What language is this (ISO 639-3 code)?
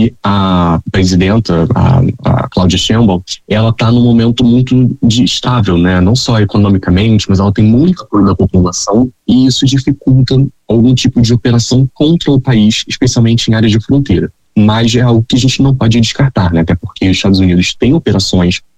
por